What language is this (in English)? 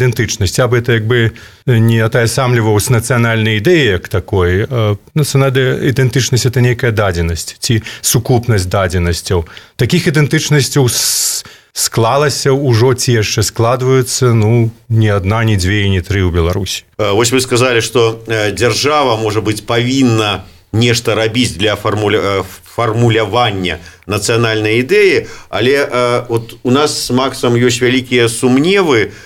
Belarusian